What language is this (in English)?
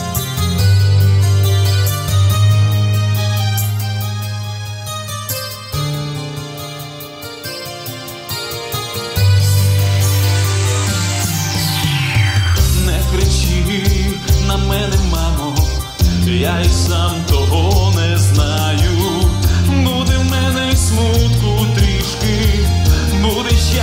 Ukrainian